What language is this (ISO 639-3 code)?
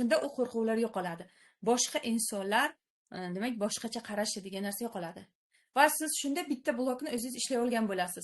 uzb